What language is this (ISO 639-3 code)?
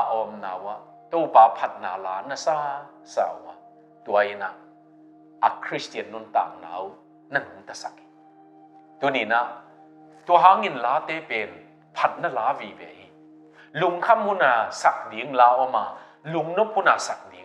ctd